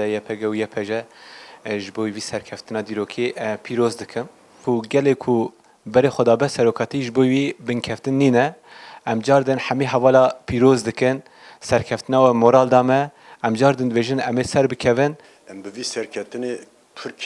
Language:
Kurdish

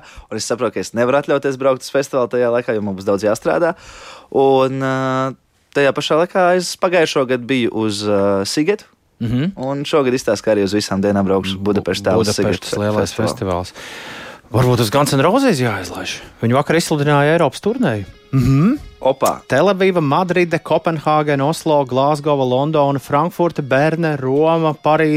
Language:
Latvian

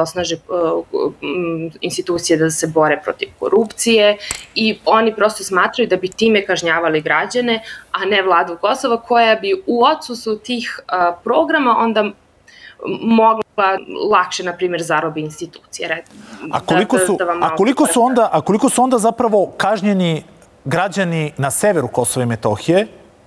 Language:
Serbian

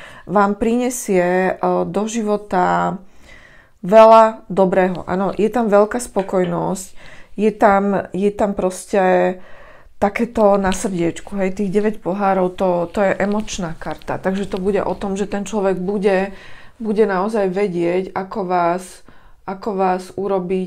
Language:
Slovak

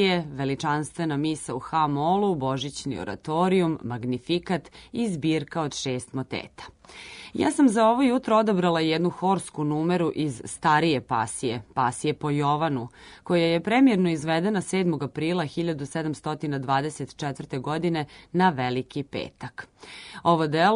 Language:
Serbian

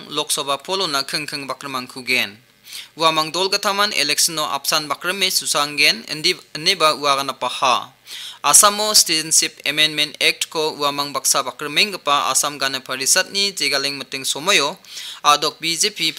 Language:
Garo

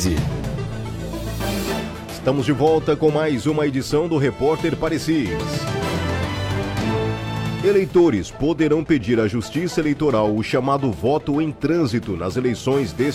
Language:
Portuguese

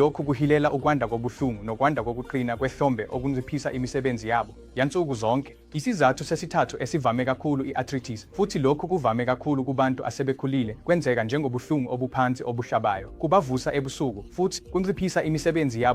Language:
Zulu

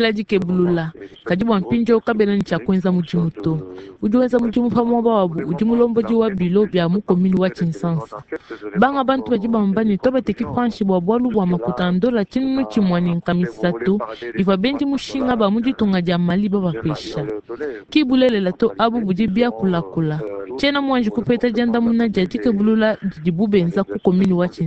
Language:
Luba-Lulua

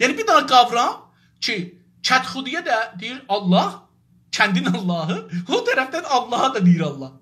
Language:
South Azerbaijani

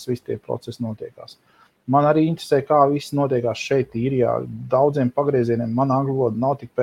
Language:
Latvian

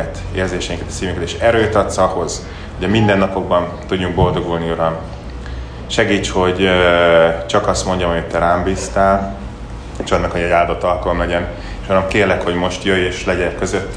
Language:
Hungarian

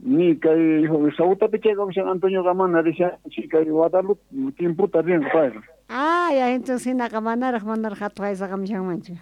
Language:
South Bolivian Quechua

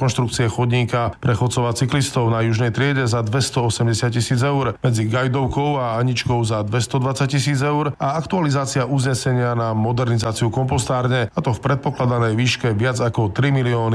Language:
Slovak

